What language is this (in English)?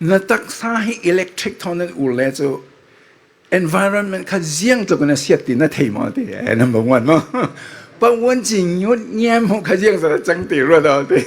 Falam Chin